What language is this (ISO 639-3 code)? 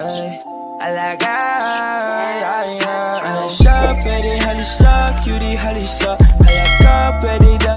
ceb